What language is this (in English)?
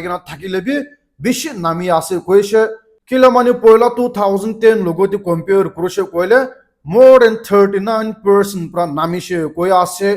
Naga Pidgin